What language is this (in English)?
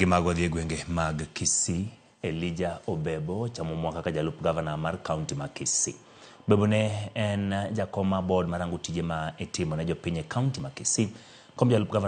Luo (Kenya and Tanzania)